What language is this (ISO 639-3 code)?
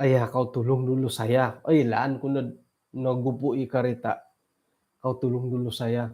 dtp